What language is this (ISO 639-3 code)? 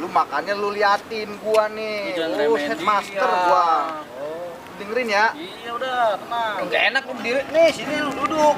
bew